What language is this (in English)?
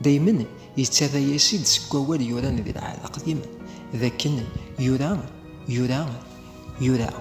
Kabyle